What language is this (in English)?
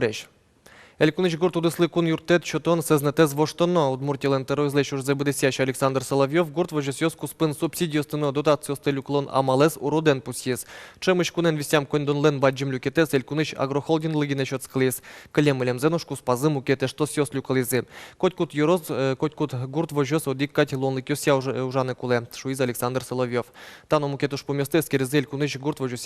Udmurt